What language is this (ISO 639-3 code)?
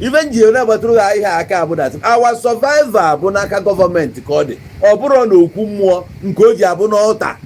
ibo